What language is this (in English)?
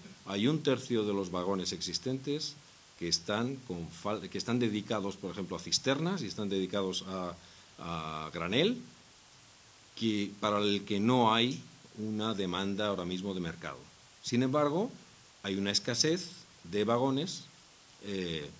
Spanish